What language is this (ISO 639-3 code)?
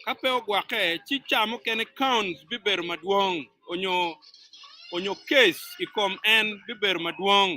ach